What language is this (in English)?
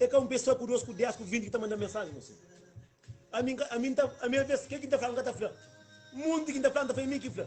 Kabuverdianu